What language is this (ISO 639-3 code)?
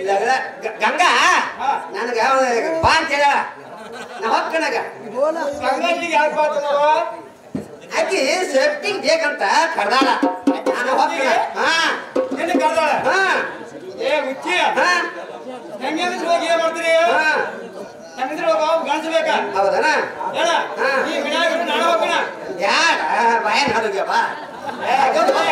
kan